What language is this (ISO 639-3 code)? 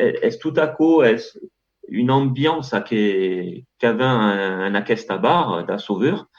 oci